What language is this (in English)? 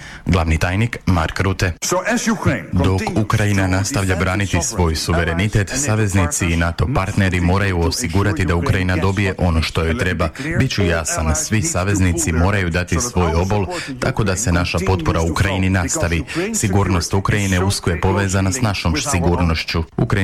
Croatian